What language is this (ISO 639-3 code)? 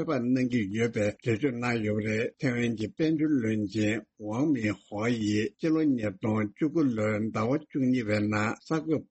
bod